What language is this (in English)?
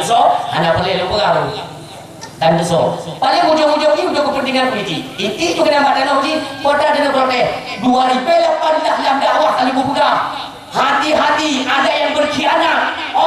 Achinese